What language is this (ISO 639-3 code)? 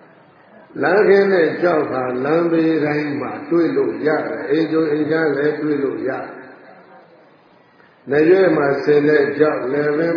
mya